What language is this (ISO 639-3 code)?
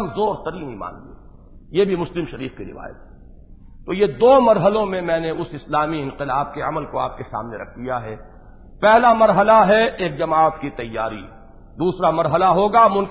urd